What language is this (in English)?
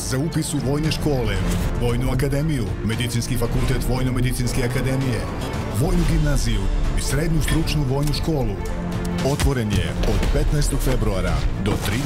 Serbian